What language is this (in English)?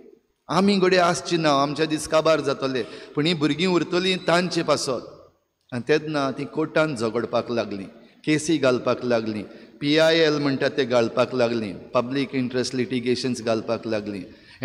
Konkani